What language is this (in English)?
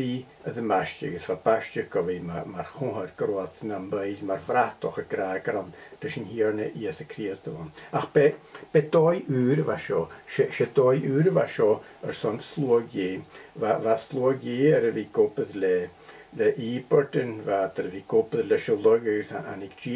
Scottish Gaelic